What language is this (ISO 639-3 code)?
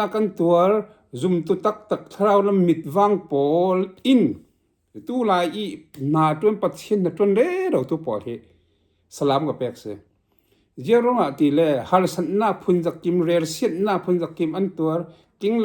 cfm